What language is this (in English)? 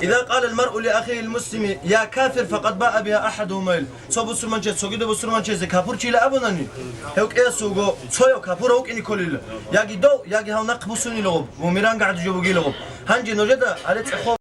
Avaric